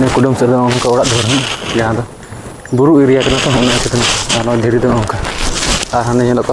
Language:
Santali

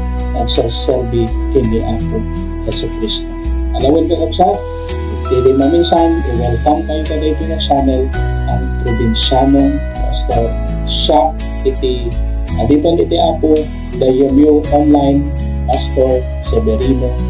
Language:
Iloko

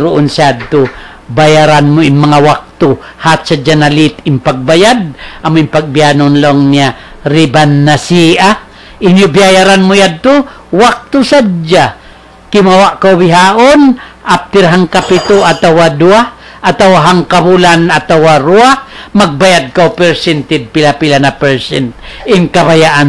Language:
Tausug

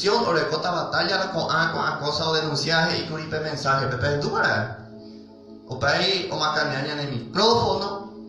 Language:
Guarani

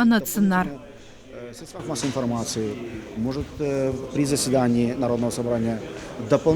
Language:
Gagauz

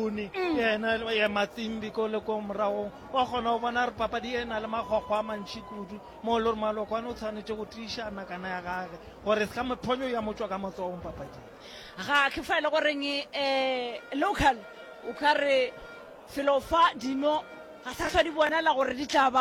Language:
Northern Sotho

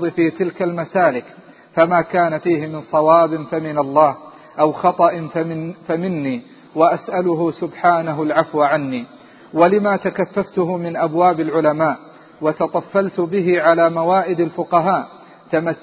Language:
Arabic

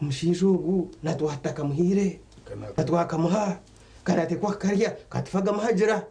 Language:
Nyankole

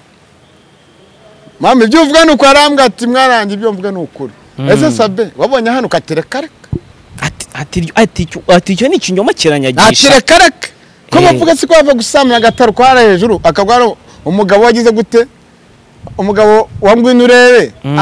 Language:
Kinyarwanda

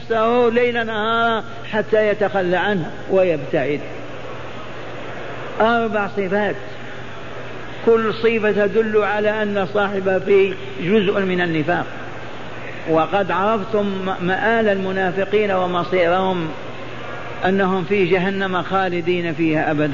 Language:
Arabic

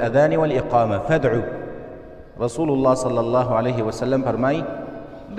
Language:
Pashto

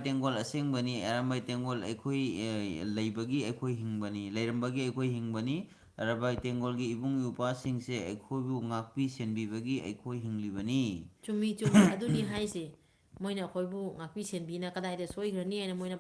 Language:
Manipuri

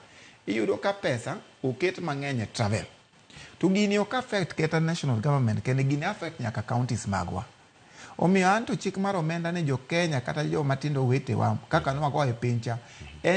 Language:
Luo (Kenya and Tanzania)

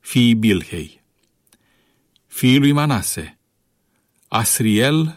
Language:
Romanian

